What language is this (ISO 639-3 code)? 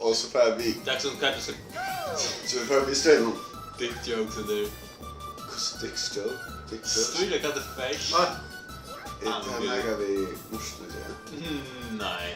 fao